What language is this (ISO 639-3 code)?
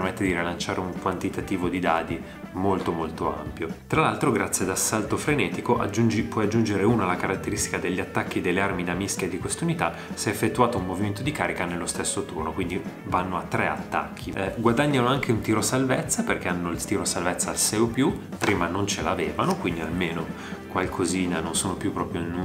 ita